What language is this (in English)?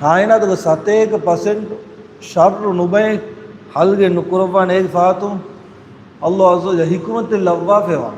Divehi